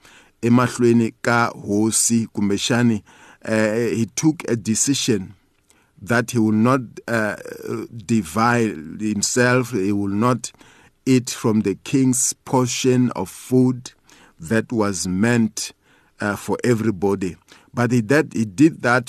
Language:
Tsonga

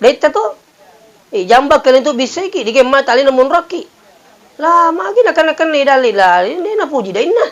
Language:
Buginese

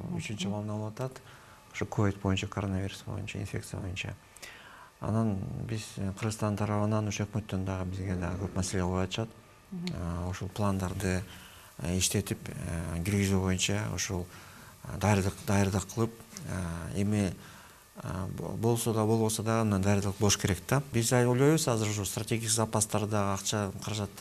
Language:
Kyrgyz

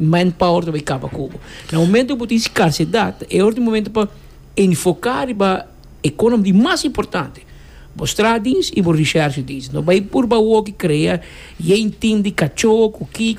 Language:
Papiamento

